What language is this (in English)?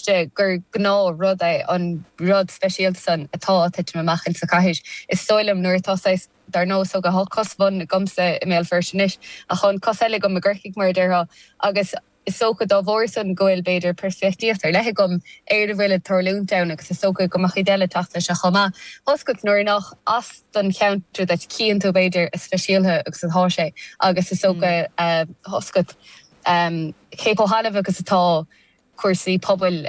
Irish